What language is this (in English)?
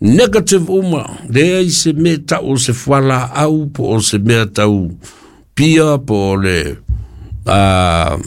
Samoan